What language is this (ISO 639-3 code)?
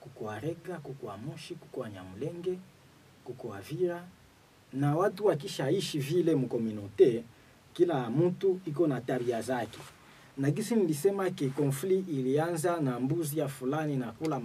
swa